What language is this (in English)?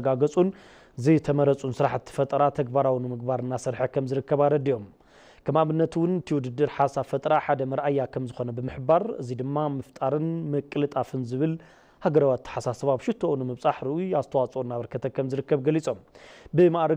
Tigrinya